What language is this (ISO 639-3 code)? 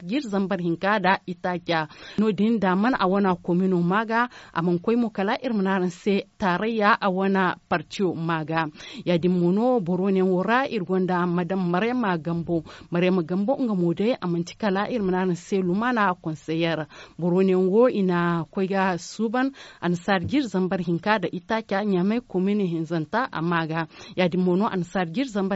dje